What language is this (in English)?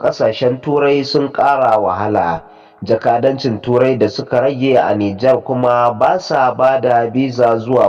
Hausa